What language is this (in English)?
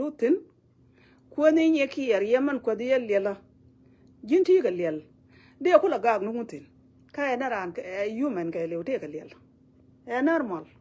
Nuer